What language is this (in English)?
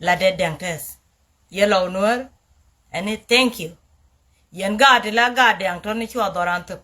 Nuer